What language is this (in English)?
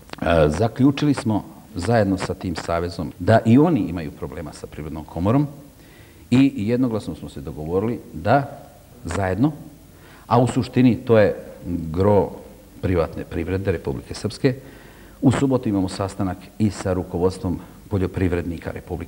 Serbian